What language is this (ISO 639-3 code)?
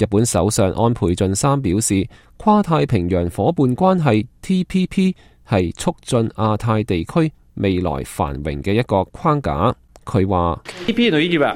yue